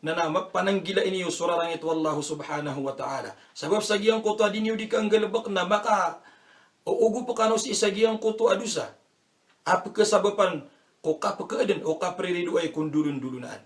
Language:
Maranao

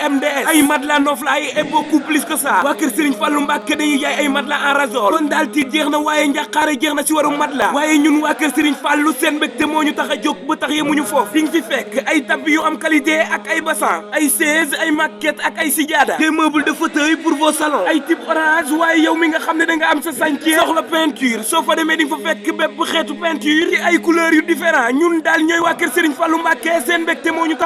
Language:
Wolof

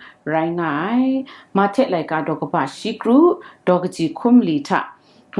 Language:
Kachin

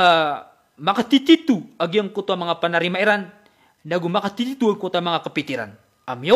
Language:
Maranao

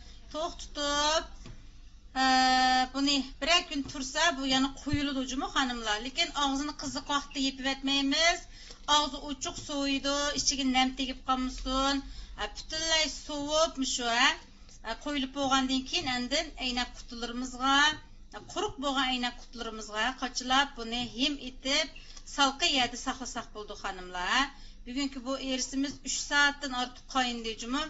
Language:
Uyghur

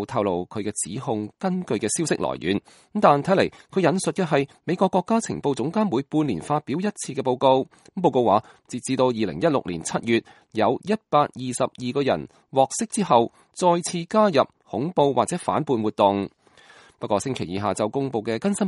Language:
Cantonese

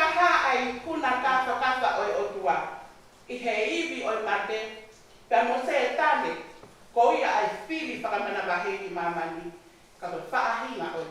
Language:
Tongan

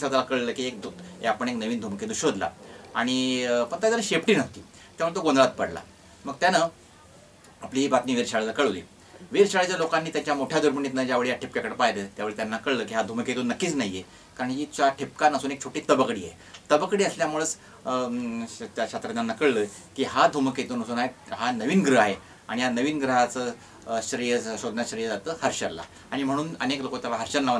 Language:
Marathi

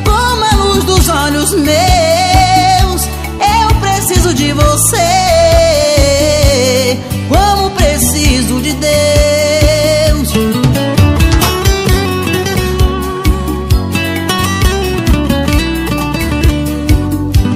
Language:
Portuguese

